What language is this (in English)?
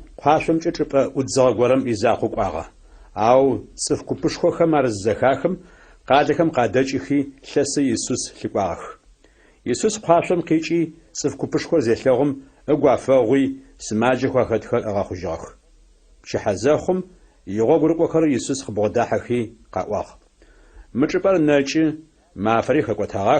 Adyghe